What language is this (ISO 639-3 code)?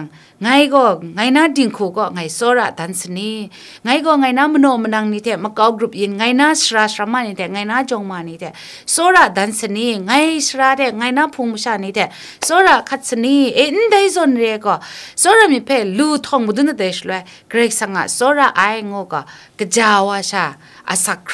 kac